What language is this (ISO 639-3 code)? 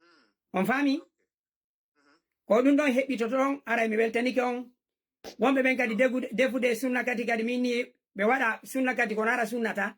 ful